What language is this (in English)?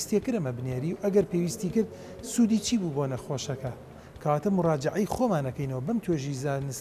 Central Kurdish